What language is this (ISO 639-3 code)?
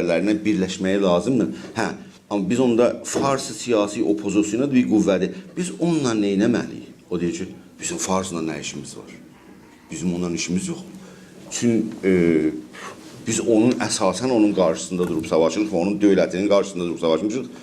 azb